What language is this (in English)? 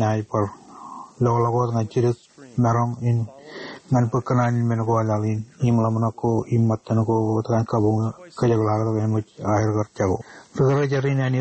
Marshallese